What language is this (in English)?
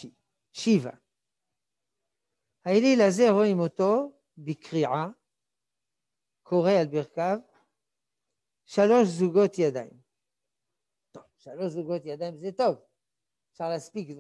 Hebrew